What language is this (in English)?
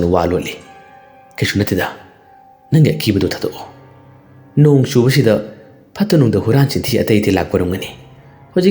Manipuri